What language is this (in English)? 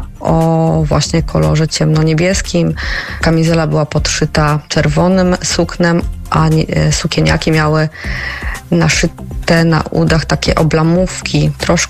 Polish